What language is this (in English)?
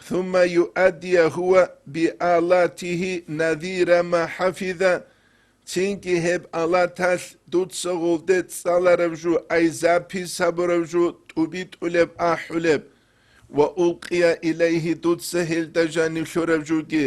Avaric